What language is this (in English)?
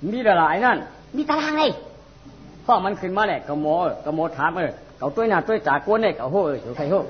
Shan